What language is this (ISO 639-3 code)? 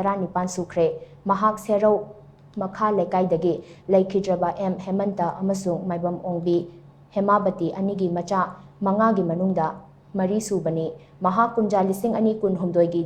mni